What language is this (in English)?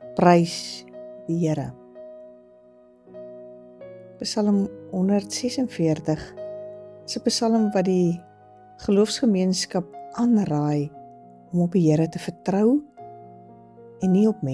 Afrikaans